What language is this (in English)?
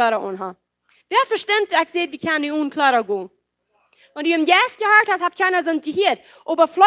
Plautdietsch